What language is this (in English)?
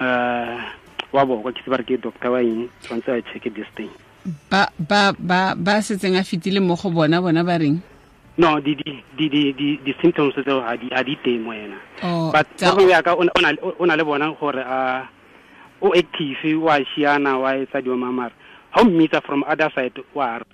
Tswana